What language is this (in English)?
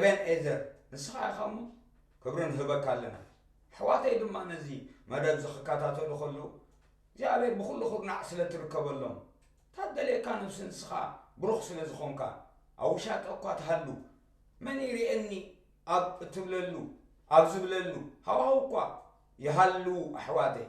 Tigrinya